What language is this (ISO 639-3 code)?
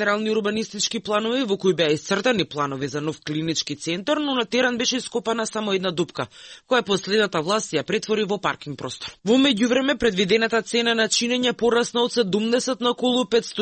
mkd